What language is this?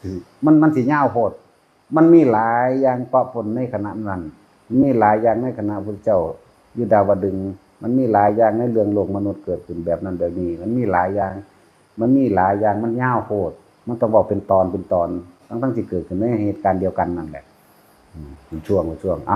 Northeastern Thai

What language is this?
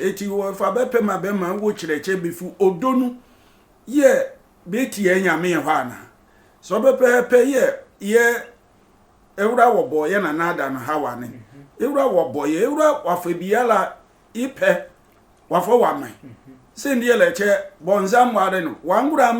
Sehwi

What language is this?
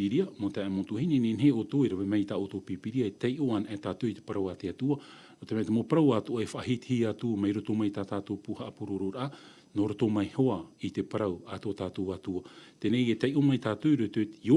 Tahitian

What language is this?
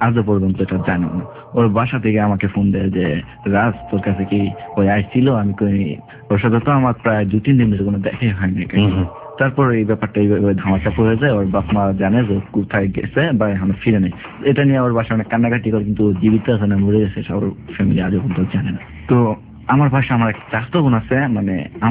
Bangla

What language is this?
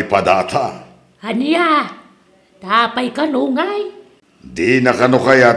Iloko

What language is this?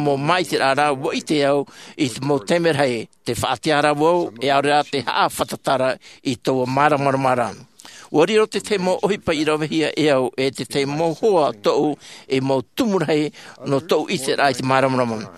Tahitian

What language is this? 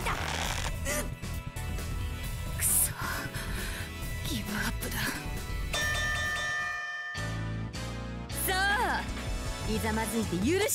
Japanese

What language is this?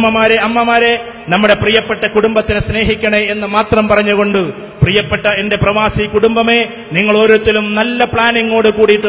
Malayalam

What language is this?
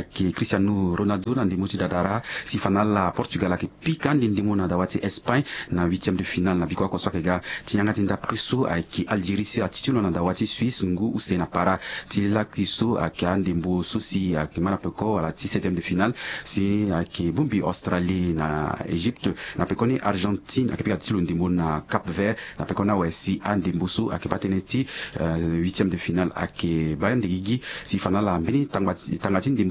Sango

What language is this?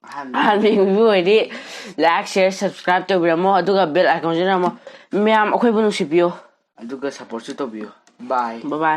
Manipuri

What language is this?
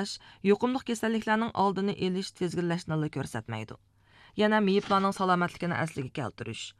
Uyghur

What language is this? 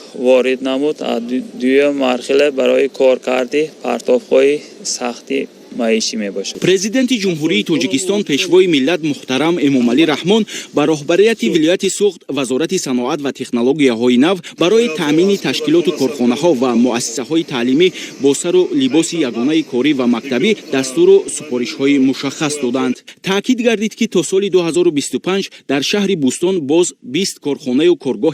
Tajik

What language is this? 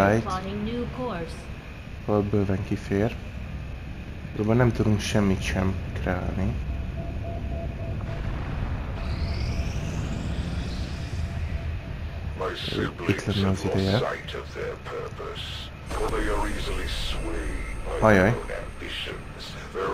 Hungarian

